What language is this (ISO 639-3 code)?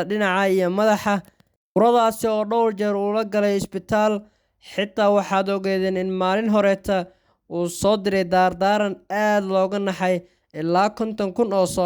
som